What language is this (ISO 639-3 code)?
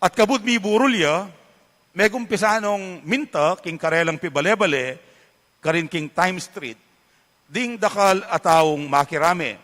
pam